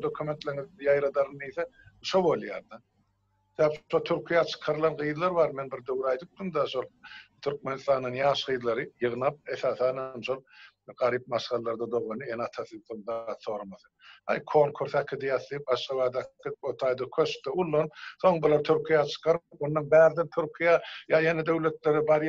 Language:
Turkmen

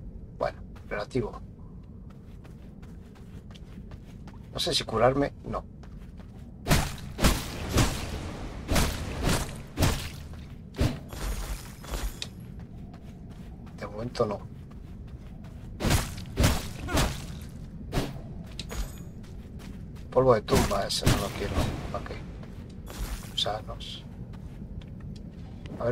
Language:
Spanish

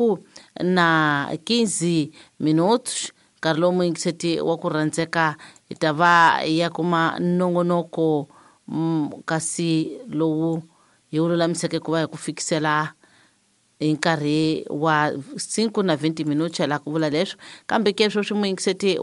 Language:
Tsonga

